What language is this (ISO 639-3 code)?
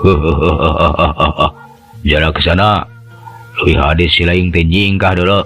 sun